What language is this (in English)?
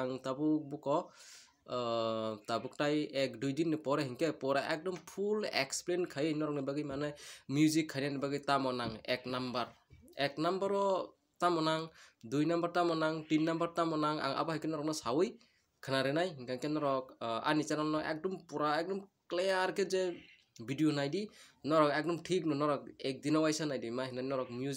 Kok Borok